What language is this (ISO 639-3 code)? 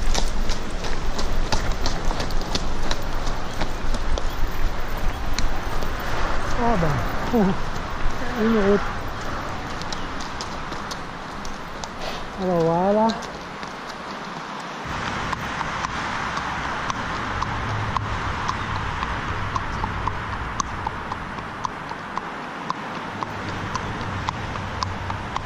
fra